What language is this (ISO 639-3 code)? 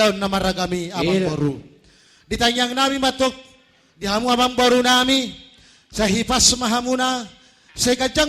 bbc